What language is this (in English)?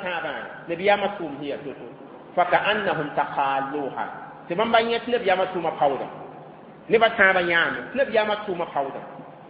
Mossi